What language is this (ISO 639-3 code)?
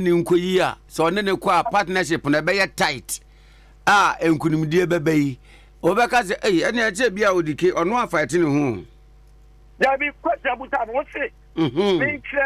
aka